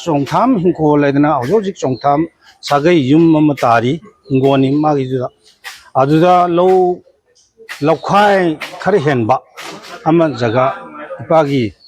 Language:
Manipuri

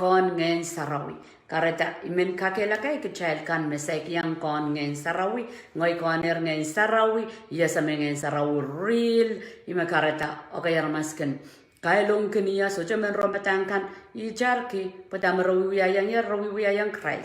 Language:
Pohnpeian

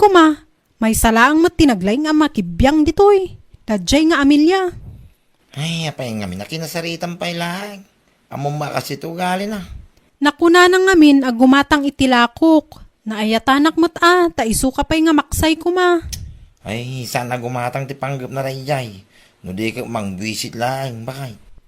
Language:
Iloko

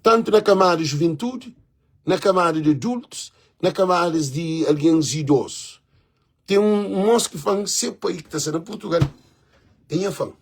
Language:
Kabuverdianu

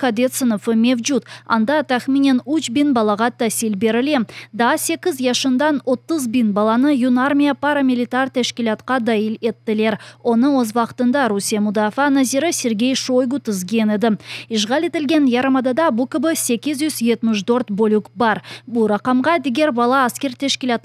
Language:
Crimean Tatar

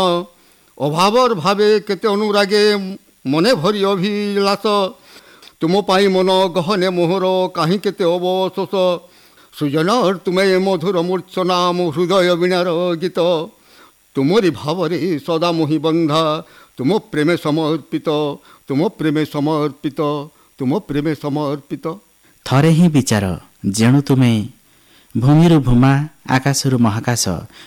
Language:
Odia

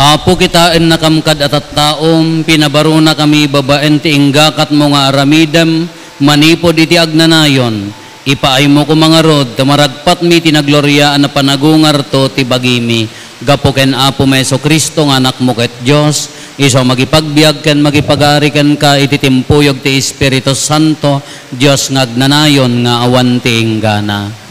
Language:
Iloko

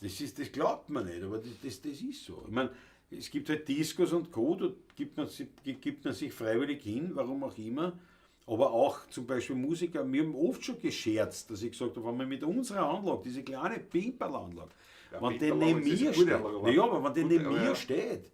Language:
Bavarian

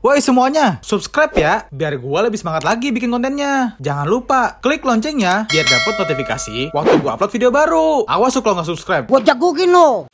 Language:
Betawi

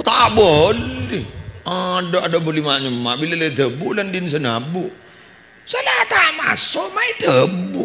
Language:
Madurese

